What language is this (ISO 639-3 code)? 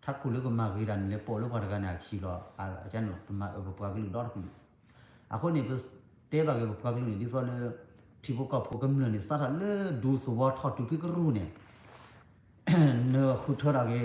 ksw